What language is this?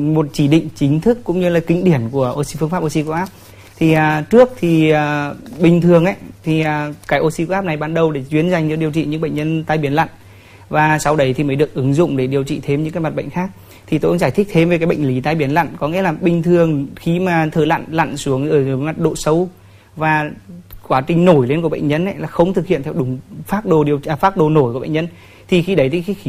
Vietnamese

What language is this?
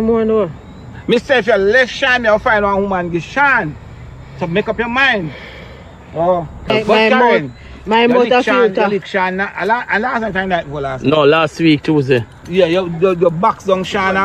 Jamaican Creole English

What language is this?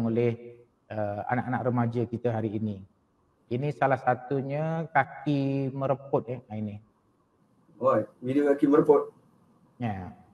Malay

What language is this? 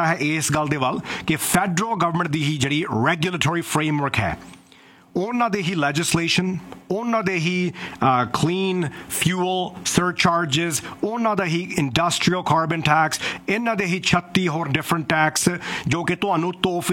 Punjabi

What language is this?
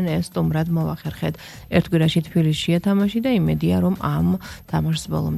Georgian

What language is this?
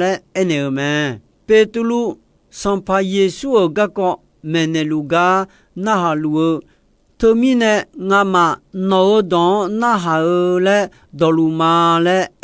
Akha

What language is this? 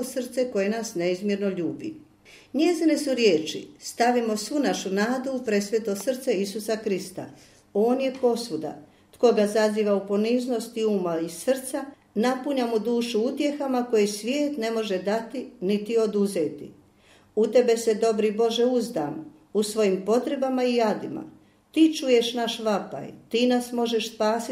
Croatian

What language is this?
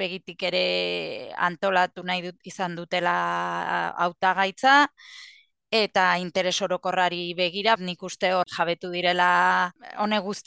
Basque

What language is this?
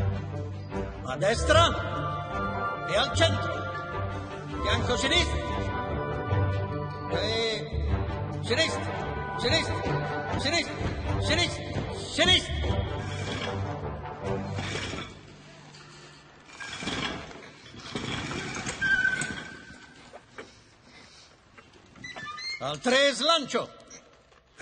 Italian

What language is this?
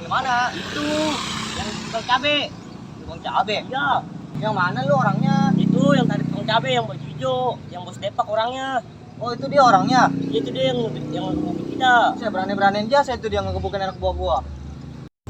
Betawi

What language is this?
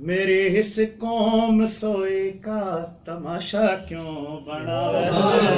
Haryanvi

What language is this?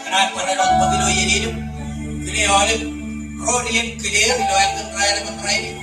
Marshallese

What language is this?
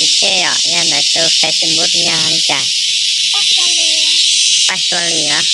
Hmong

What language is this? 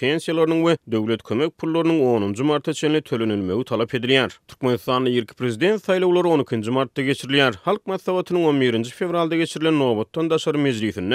Turkmen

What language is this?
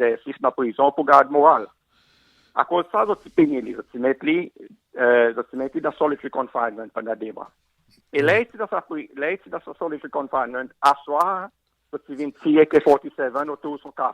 Seselwa Creole French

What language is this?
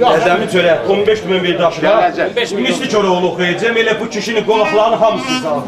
South Azerbaijani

